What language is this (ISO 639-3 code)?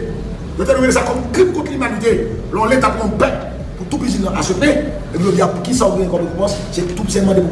hat